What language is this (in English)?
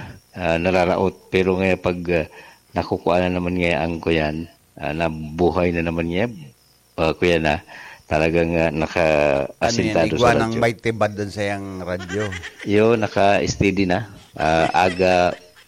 Bikol